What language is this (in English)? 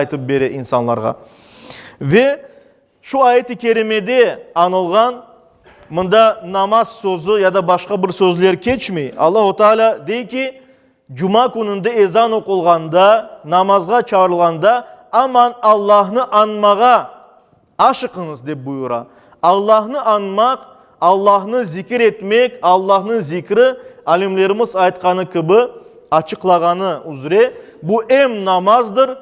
Crimean Tatar